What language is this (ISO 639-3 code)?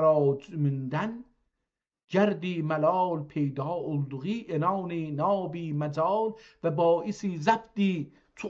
azb